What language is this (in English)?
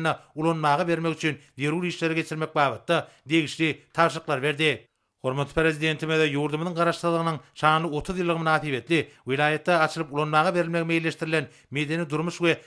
Turkmen